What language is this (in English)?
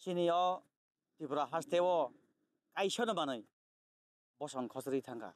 Kok Borok